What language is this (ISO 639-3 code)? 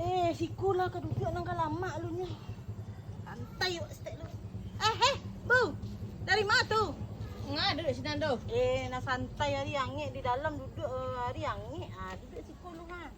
min